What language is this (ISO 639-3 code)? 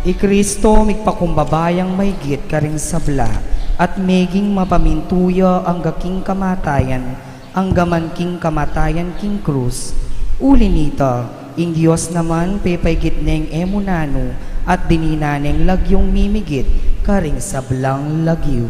pam